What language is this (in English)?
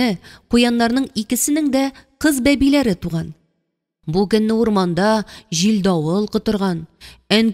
Tatar